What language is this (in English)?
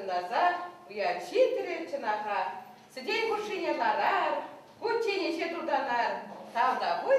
Chuvash